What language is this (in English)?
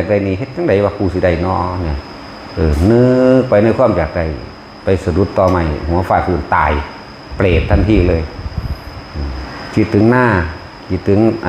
Northeastern Thai